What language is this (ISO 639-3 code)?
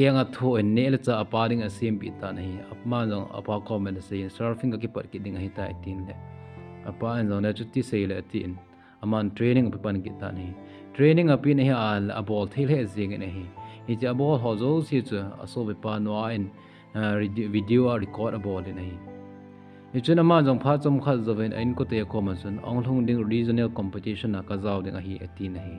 tcz